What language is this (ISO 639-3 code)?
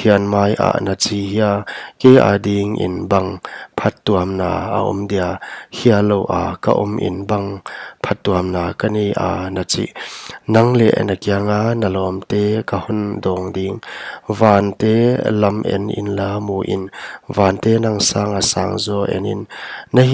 pck